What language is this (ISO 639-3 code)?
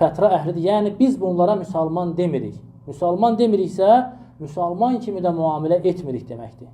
aze